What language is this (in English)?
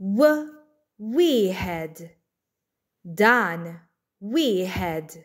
Maltese